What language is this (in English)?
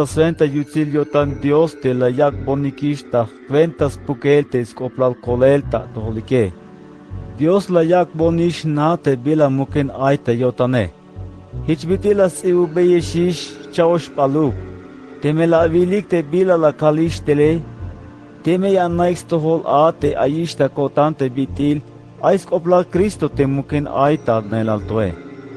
Tzeltal